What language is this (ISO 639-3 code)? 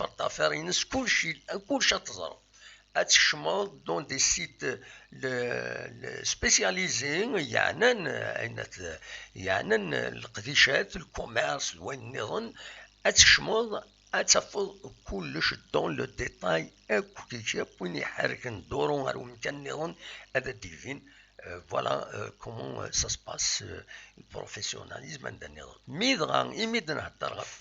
kab